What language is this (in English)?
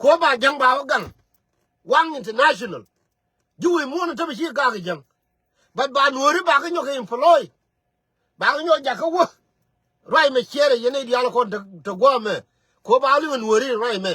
Nuer